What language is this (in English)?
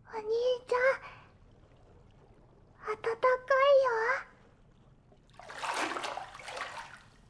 Japanese